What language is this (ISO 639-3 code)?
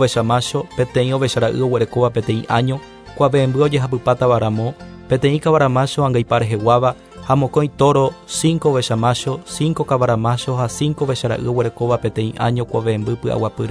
grn